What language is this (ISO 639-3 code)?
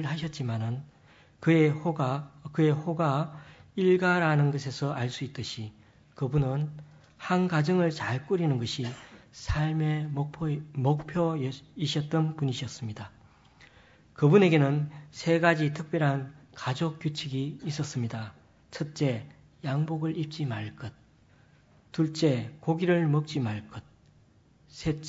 kor